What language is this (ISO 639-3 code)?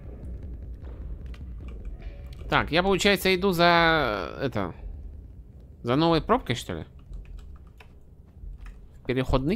rus